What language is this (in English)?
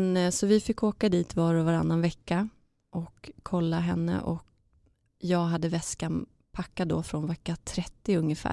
Swedish